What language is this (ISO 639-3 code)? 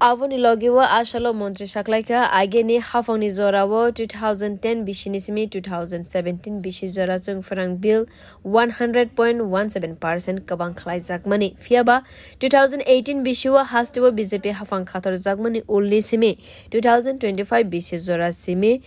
trp